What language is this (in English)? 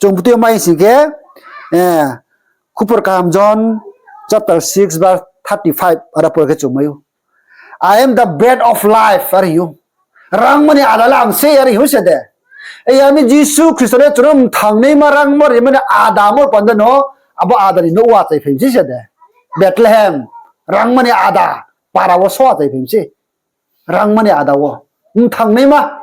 Riang (India)